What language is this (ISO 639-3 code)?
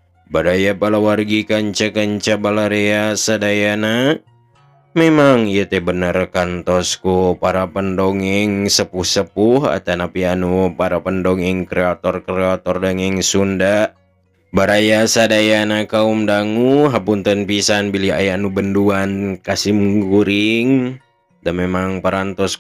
sun